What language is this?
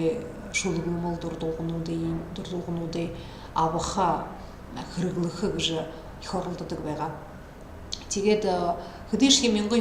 Buriat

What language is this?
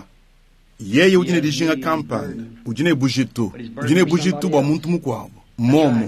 Luba-Lulua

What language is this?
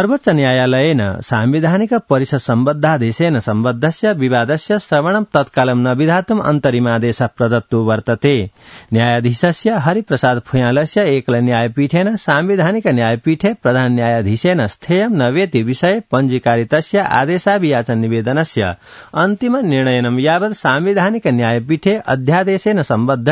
Sanskrit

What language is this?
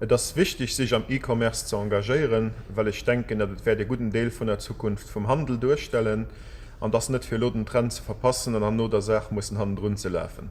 Luxembourgish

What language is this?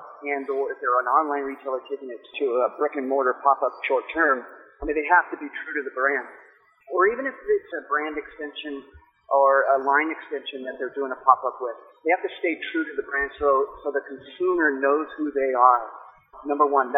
English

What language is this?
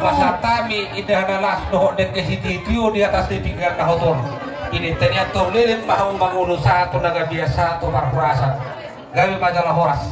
Batak Toba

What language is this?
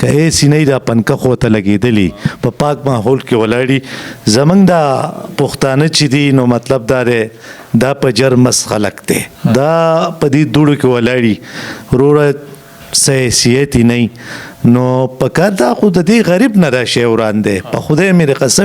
Pashto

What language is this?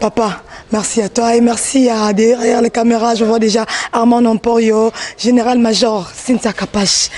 Lingala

